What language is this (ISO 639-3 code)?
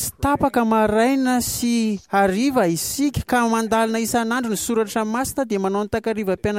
mlg